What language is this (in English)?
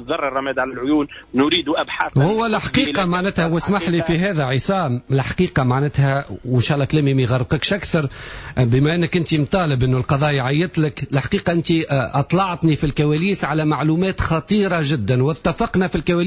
Tunisian Arabic